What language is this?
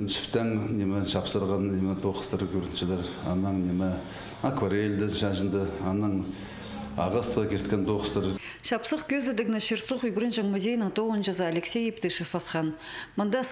Khakas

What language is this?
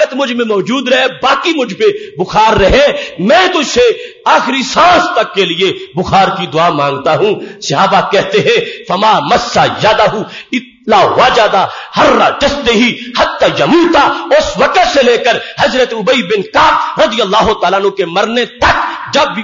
Urdu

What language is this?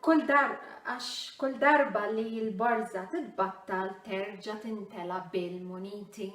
Maltese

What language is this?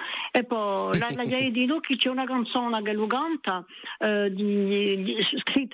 Corsican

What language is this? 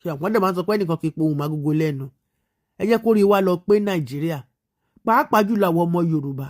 Yoruba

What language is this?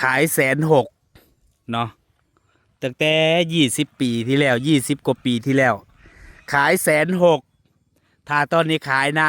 Northeastern Thai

